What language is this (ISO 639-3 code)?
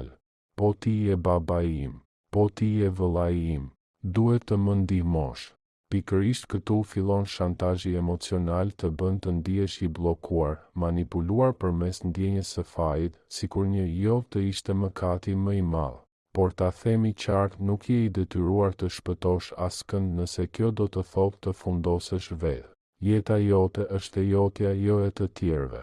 sqi